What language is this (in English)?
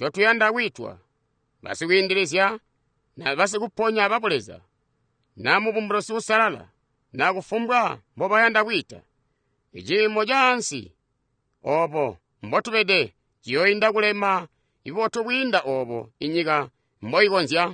Tonga (Zambia)